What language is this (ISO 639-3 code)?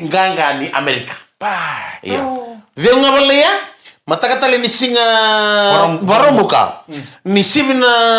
fij